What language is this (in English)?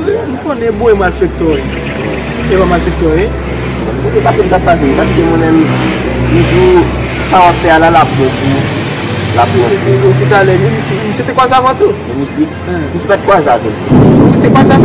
Haitian Creole